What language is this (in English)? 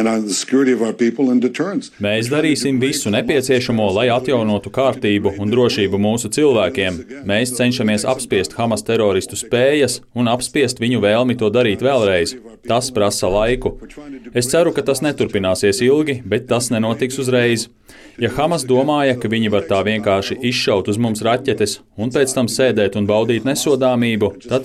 Latvian